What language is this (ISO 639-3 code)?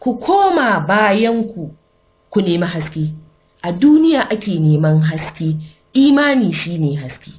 hau